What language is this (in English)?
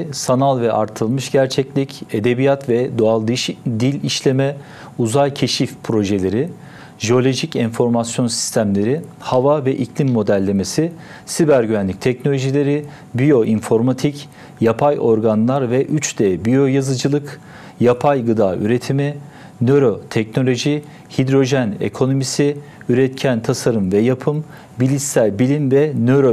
Turkish